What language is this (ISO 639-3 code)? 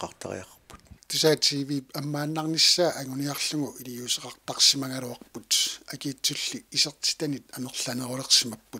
kal